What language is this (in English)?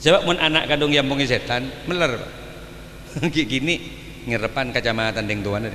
Madurese